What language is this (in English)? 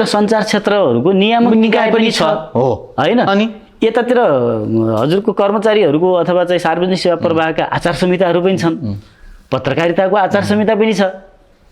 Nepali